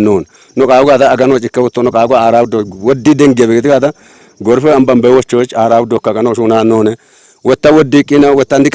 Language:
Kafa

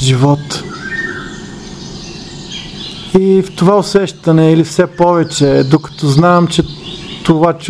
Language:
Bulgarian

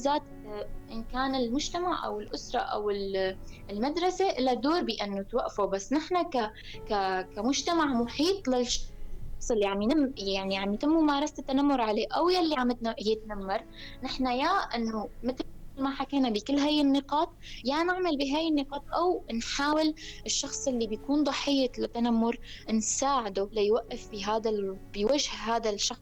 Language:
North Levantine Arabic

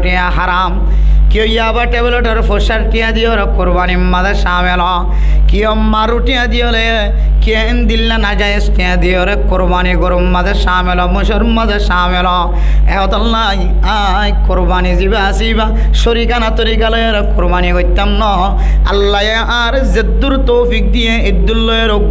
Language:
Rohingya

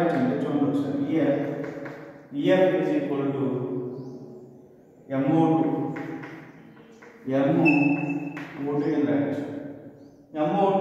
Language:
Telugu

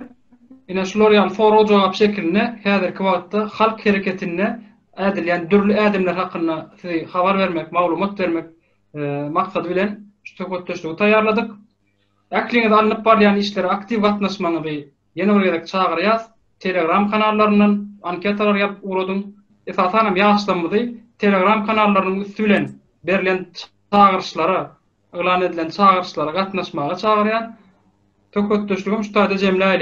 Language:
Turkmen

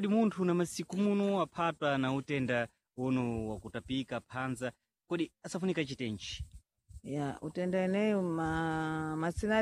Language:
Sena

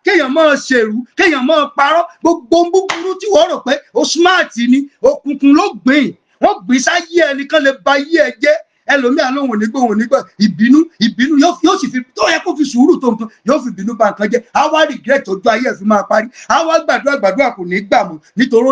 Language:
Yoruba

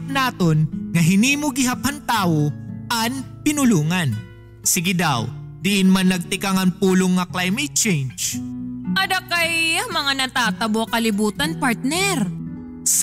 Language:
Waray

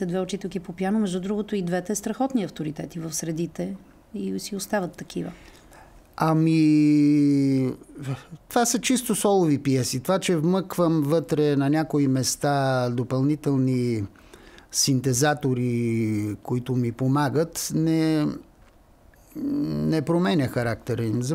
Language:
Bulgarian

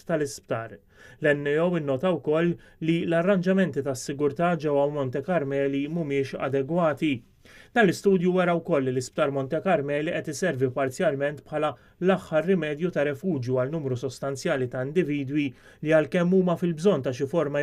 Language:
Maltese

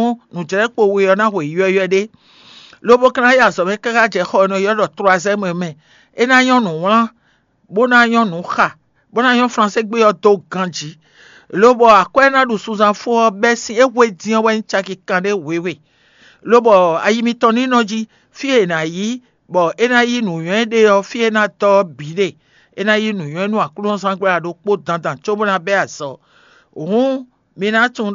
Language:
Fon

